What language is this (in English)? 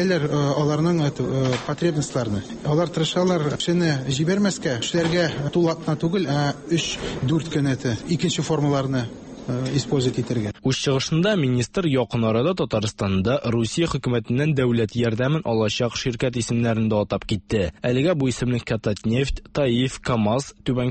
Tatar